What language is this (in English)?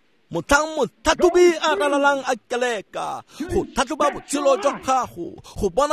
Tswana